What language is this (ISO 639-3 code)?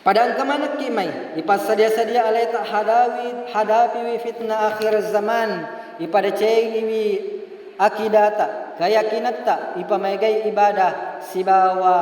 bug